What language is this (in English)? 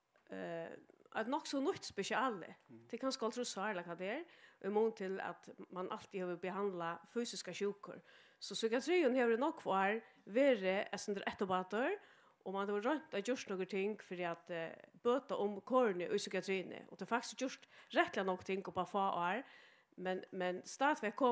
Faroese